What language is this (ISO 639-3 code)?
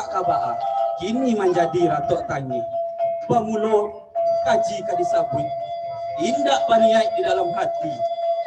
min